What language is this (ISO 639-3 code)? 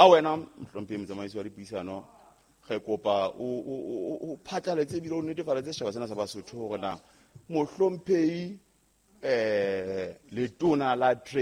sot